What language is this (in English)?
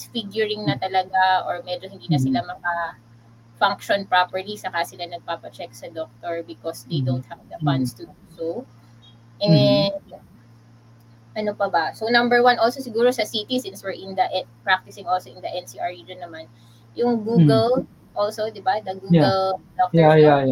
Filipino